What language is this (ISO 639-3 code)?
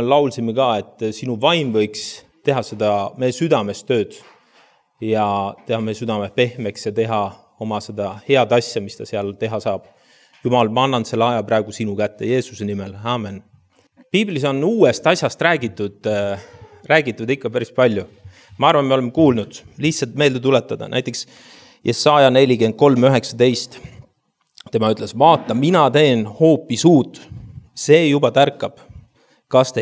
est